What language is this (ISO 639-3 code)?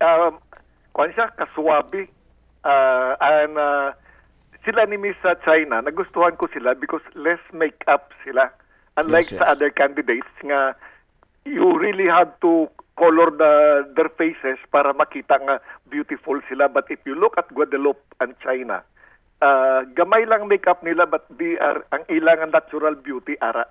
hil